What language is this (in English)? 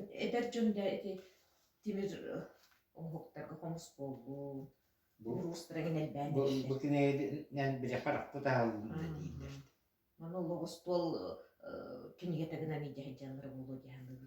Yakut